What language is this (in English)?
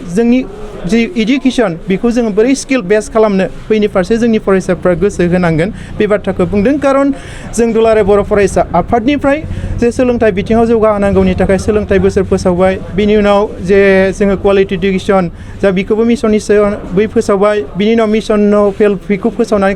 Bodo